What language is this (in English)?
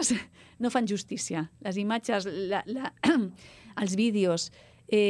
Catalan